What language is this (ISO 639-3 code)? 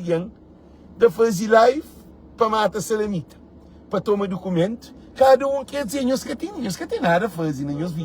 kea